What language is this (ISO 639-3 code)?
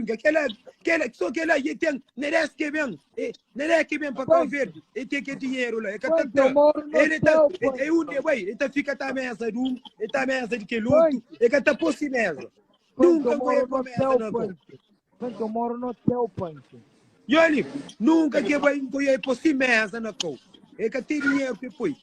kea